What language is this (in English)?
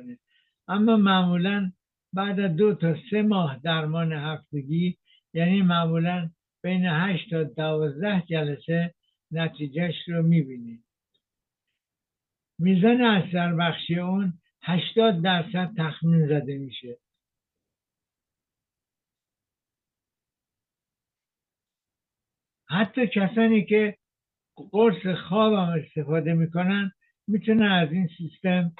Persian